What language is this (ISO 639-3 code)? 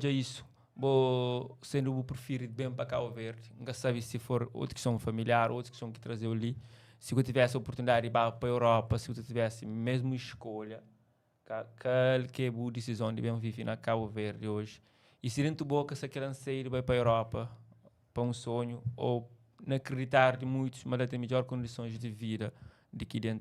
kea